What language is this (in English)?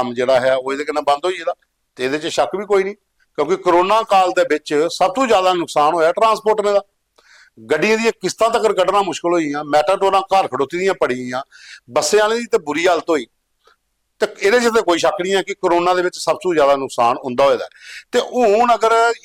Dogri